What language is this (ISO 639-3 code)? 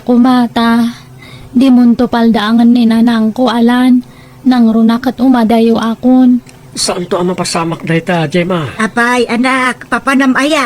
ilo